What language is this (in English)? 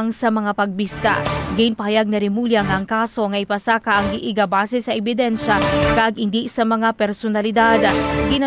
Hiligaynon